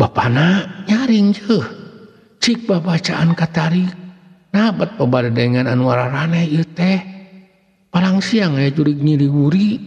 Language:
Sundanese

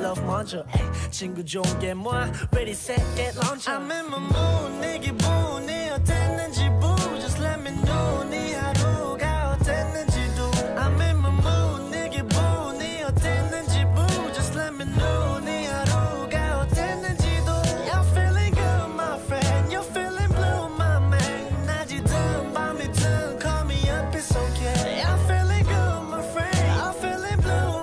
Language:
Korean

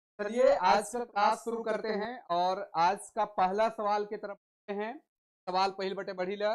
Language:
Sadri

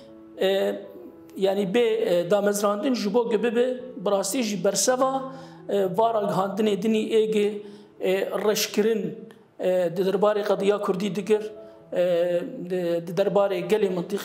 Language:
Kurdish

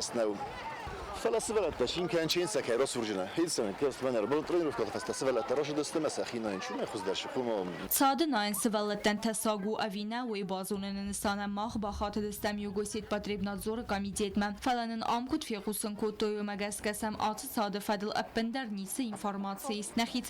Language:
Ossetic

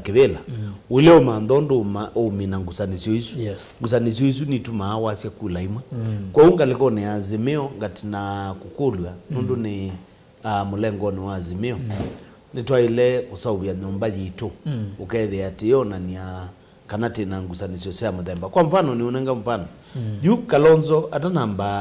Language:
Kamba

